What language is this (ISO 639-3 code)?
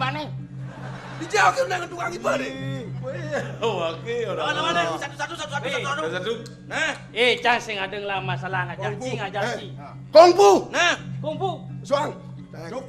ban